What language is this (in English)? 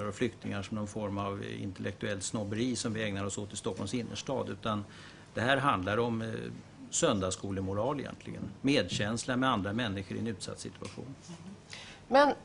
Swedish